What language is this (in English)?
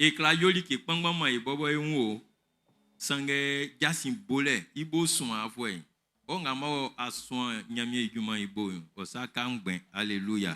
Baoulé